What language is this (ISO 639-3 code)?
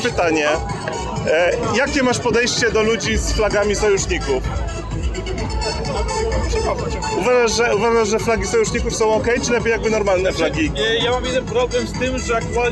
pol